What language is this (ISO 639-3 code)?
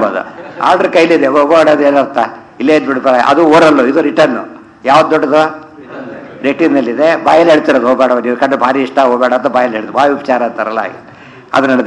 kan